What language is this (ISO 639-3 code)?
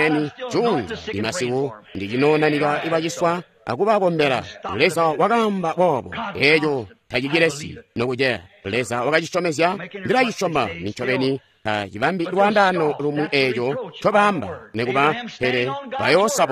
toi